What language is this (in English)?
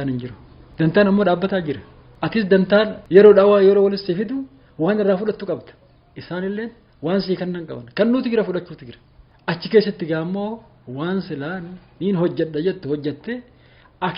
Oromo